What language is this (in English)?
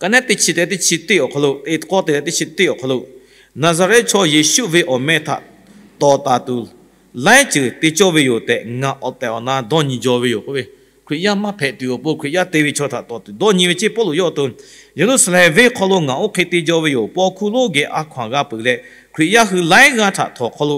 Lahu